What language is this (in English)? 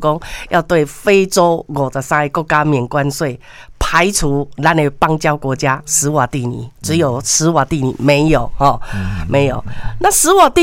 Min Nan Chinese